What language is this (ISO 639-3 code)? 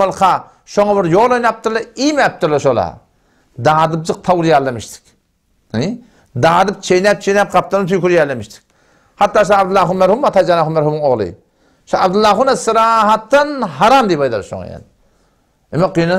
tuk